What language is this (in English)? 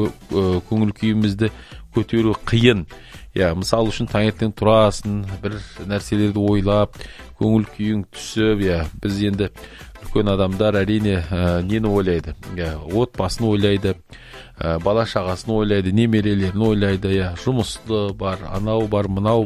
Kazakh